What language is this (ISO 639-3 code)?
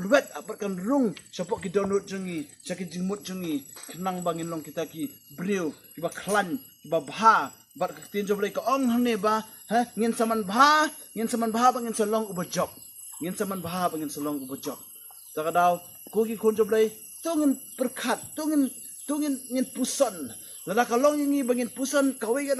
kha